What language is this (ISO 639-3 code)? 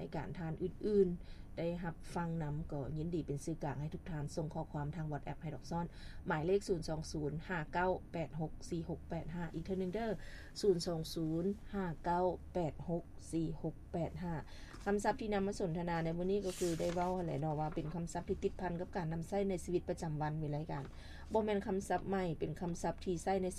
lao